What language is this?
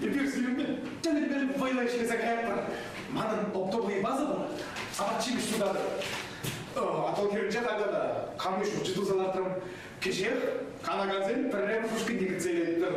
Chuvash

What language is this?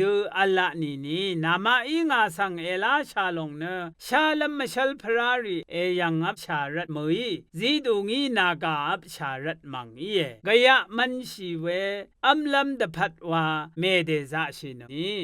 Rawang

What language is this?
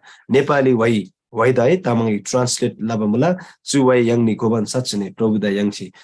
Eastern Tamang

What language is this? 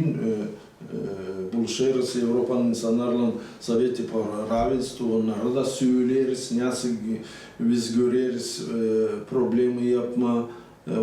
Gagauz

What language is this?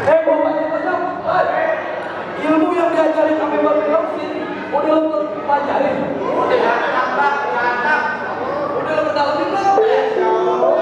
Betawi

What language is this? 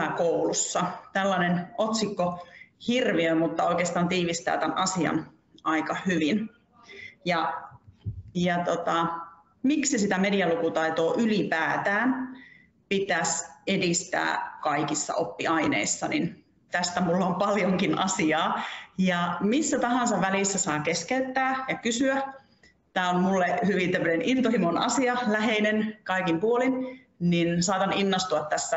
Finnish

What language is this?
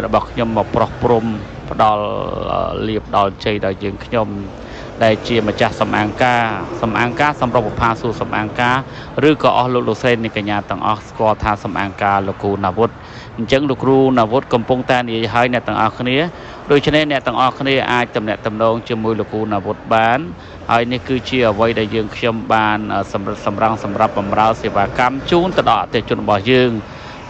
Khmer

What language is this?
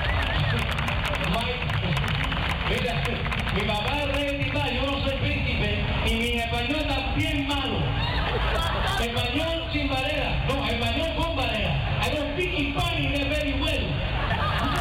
Spanish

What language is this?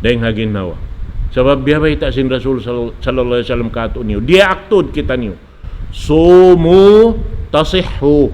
Tausug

